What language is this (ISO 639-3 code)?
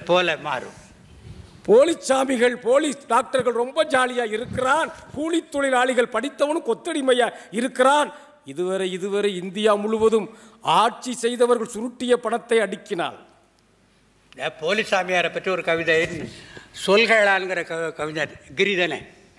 tam